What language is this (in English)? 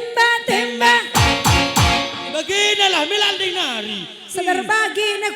Batak Karo